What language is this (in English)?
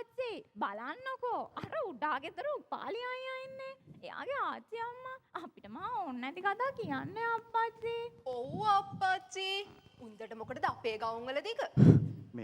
Sinhala